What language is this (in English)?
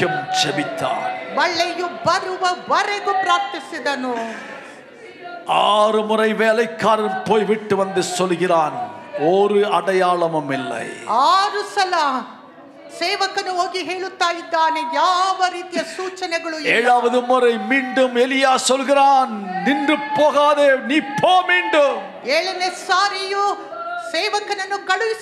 Tamil